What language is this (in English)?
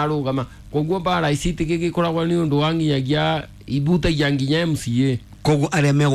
Kikuyu